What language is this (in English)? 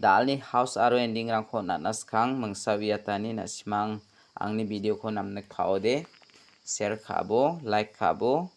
Garo